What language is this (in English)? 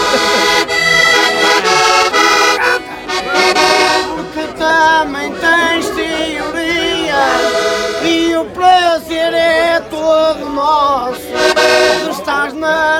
Portuguese